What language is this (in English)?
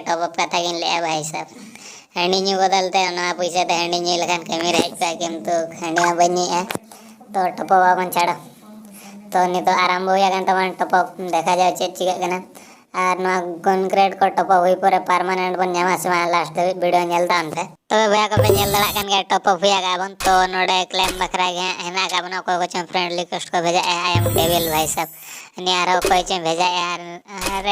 Santali